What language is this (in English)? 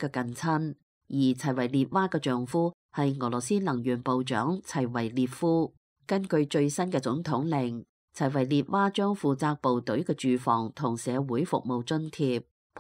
Cantonese